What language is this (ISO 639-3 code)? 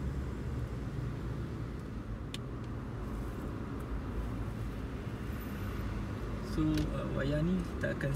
msa